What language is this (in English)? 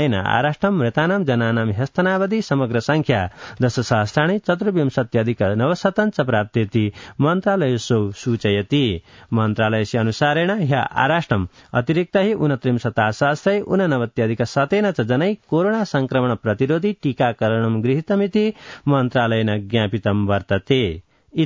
Sanskrit